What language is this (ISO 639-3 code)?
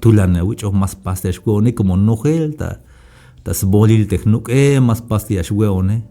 tzh